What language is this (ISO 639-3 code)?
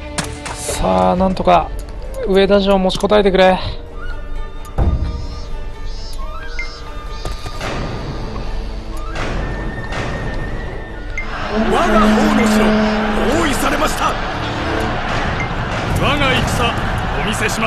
jpn